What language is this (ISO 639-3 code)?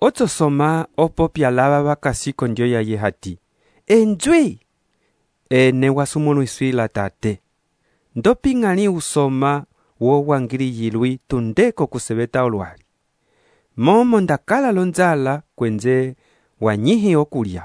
umb